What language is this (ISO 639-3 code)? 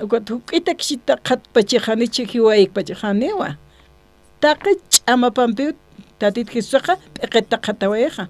aym